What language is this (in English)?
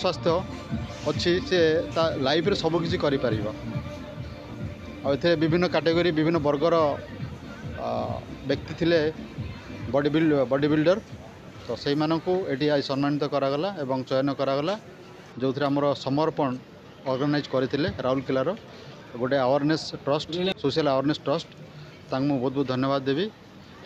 Odia